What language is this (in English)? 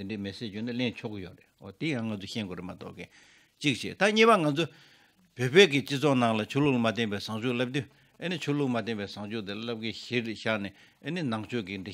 Tibetan